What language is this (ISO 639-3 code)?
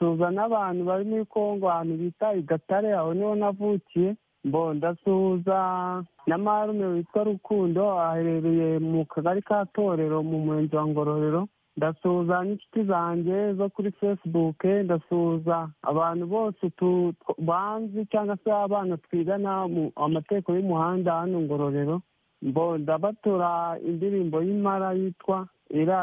kin